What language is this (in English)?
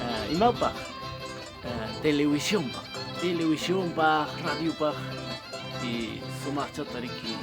Ayacucho Quechua